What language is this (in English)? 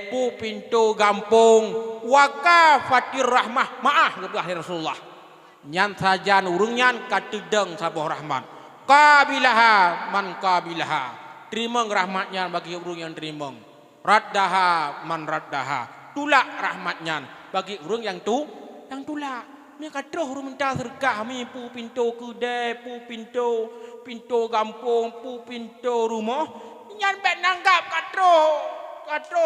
Achinese